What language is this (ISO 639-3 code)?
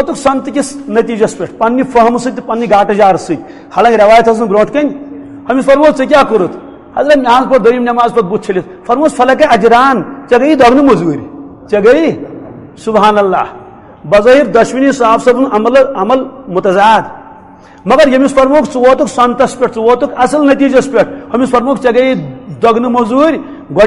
kas